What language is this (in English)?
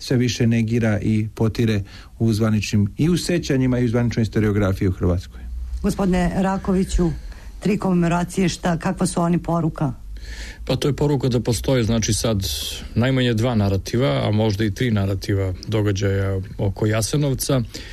Serbian